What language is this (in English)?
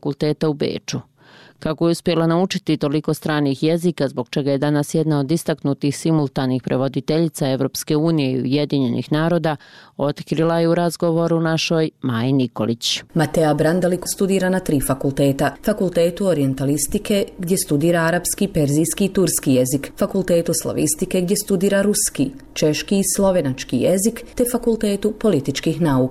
Bosnian